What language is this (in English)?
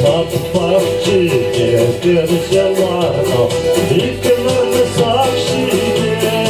Chuvash